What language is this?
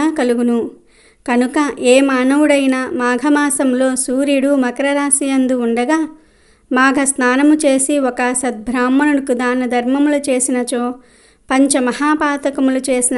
Telugu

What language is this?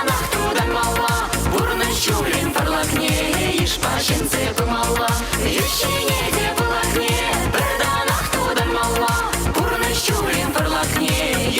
Chuvash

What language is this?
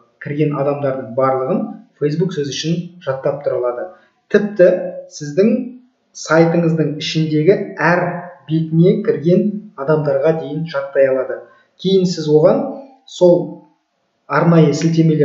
Kazakh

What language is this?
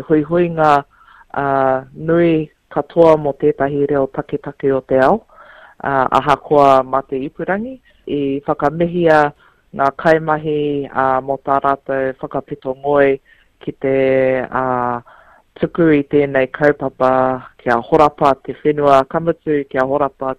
Māori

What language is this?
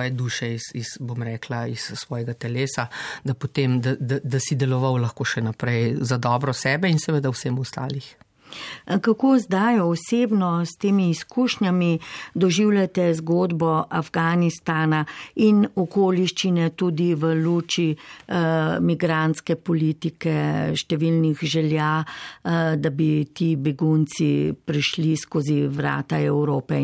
Slovenian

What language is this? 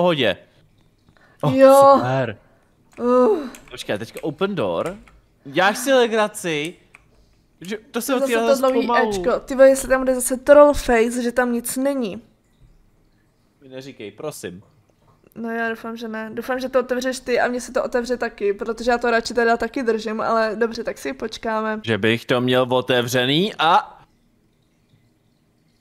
Czech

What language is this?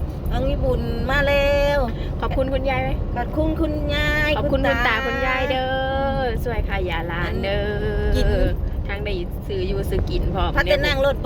Northeastern Thai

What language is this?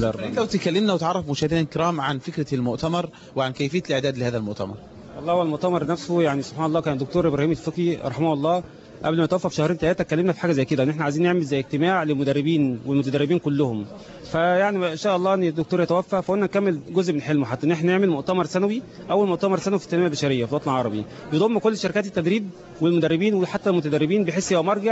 Egyptian Arabic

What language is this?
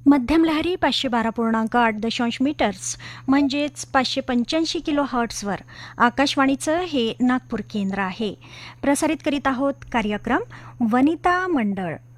Marathi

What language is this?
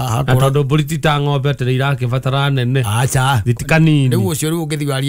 Kikuyu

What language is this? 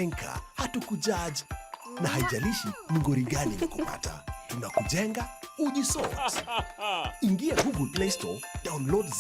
Meru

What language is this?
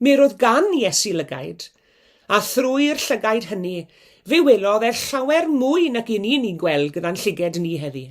Welsh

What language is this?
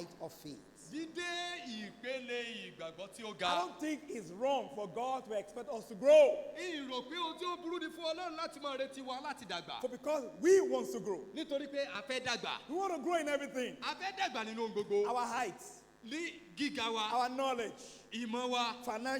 Yoruba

